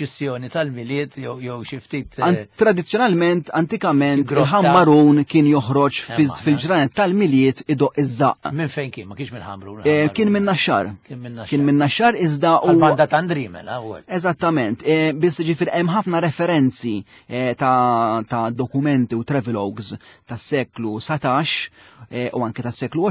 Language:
Maltese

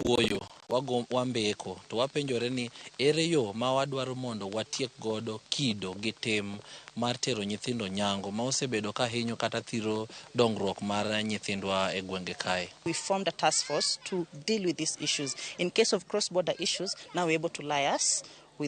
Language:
Luo (Kenya and Tanzania)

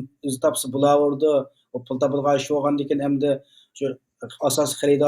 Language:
Uyghur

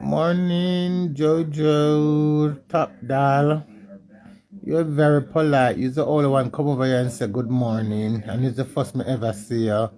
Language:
Jamaican Creole English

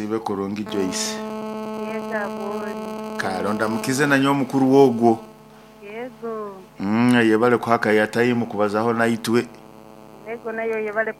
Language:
Nyoro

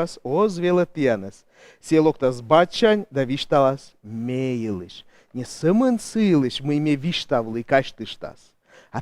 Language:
Komi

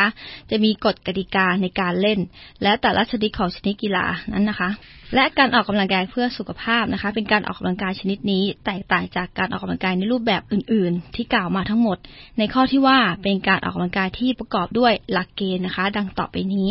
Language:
Thai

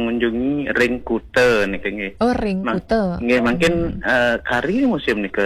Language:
Balinese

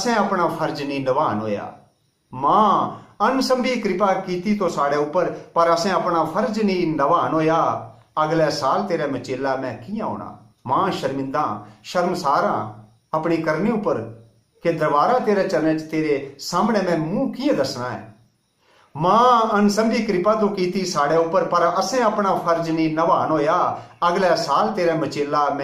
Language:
Dogri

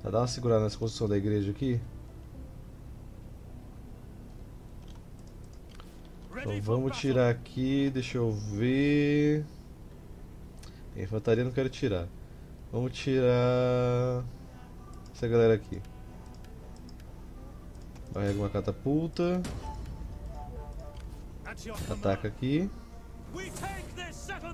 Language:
Portuguese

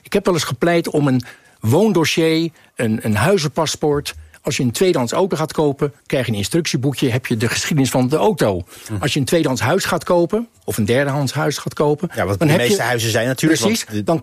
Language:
Dutch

